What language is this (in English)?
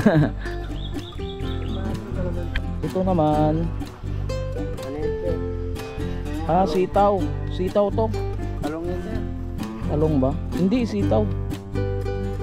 Filipino